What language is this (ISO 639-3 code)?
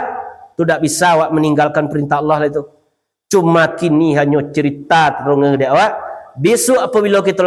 min